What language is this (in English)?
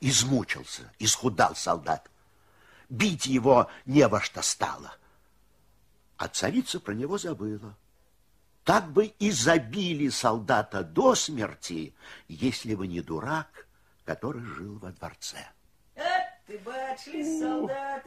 Russian